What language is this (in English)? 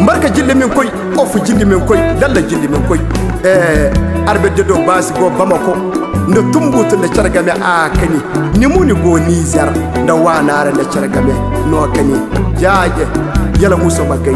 Koyraboro Senni